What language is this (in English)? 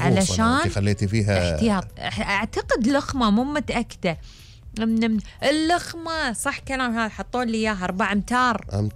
Gulf Arabic